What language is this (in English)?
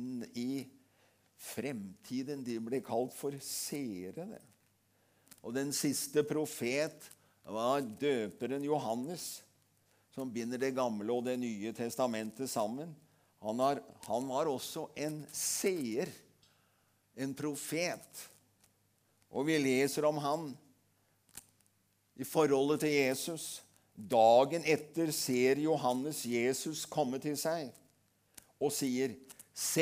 Norwegian